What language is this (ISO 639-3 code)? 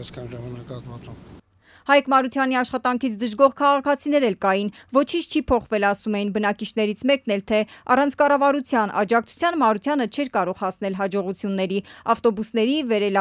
hye